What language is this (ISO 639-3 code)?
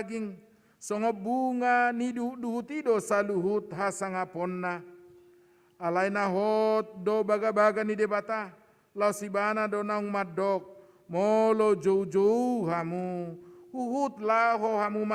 bbc